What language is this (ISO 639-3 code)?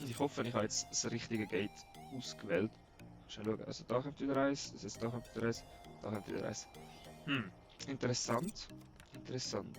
gsw